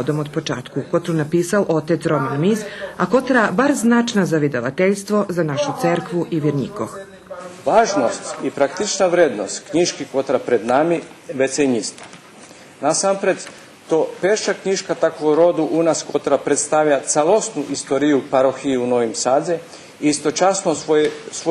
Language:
Rusyn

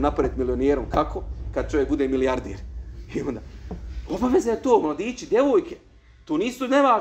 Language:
Bosnian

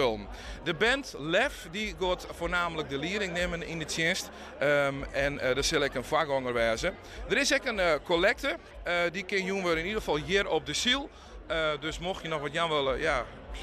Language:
Western Frisian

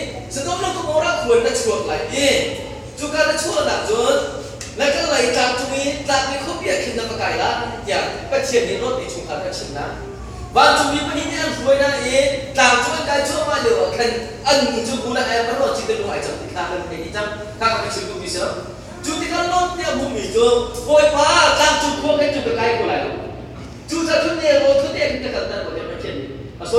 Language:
Hakha Chin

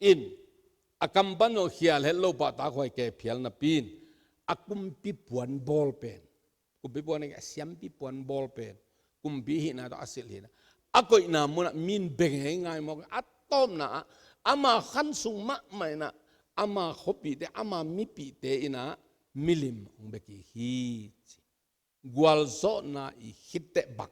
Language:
Tedim Chin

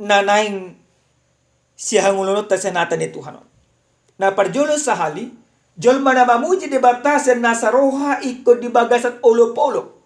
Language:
Batak Toba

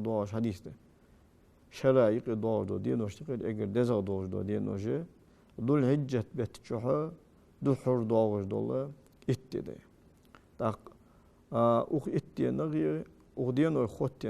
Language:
Ingush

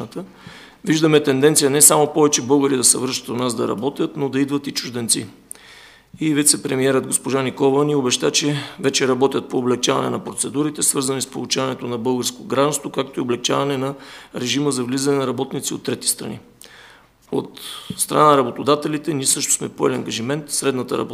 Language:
Bulgarian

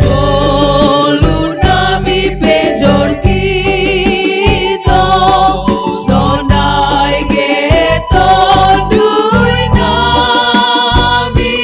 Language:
Batak Simalungun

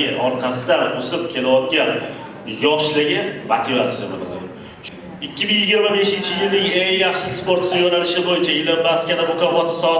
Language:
Uzbek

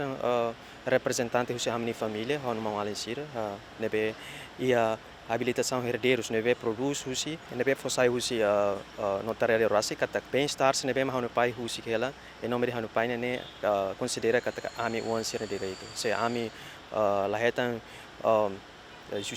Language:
Tetum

